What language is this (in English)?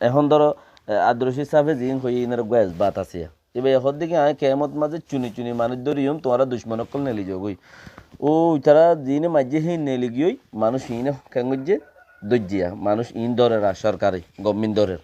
Rohingya